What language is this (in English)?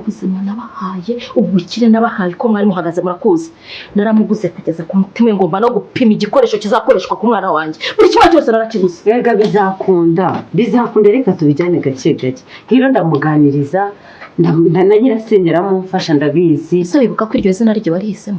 Kinyarwanda